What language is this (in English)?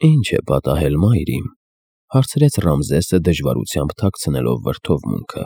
Armenian